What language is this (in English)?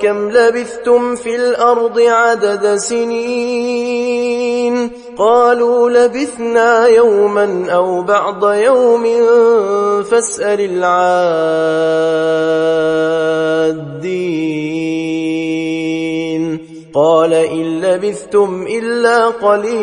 Arabic